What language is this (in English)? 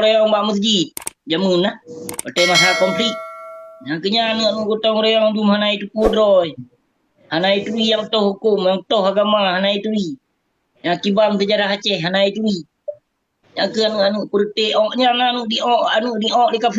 Achinese